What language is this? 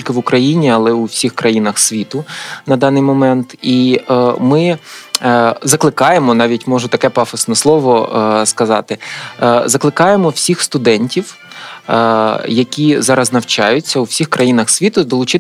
Ukrainian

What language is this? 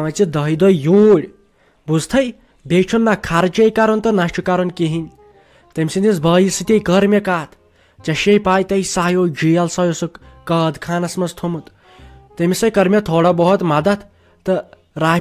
Kashmiri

